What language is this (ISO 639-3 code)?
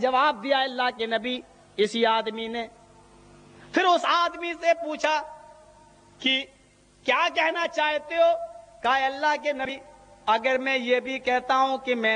urd